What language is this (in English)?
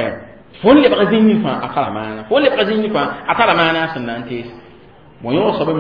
Mossi